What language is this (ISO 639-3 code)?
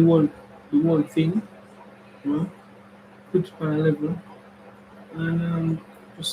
jam